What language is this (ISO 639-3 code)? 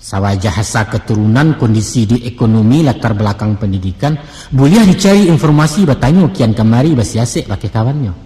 min